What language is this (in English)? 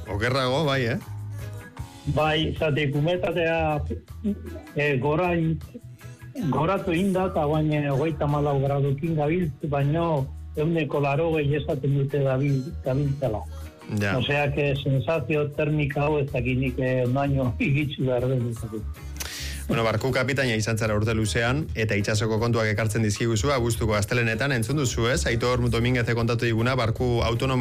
Basque